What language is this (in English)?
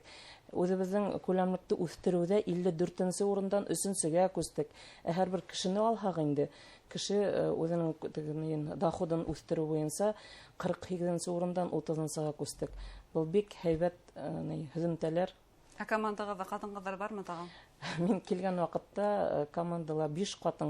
Bashkir